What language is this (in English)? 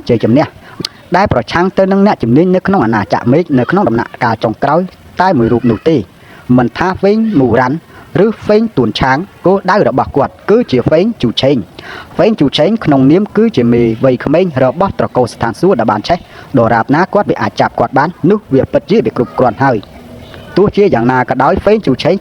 Khmer